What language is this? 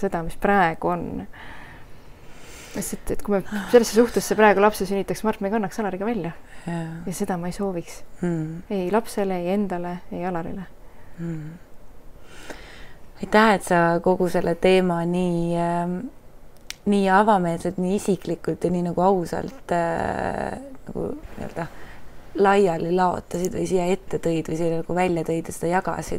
Estonian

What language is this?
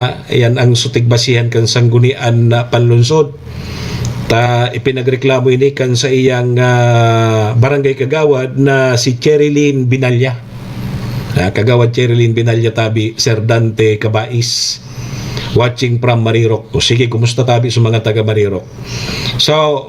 Bikol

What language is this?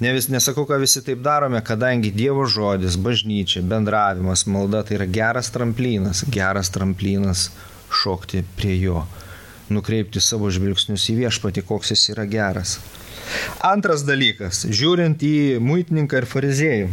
Lithuanian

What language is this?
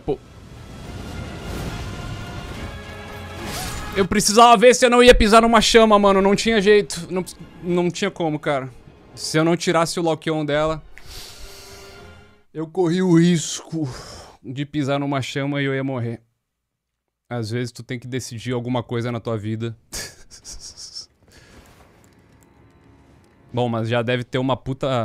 Portuguese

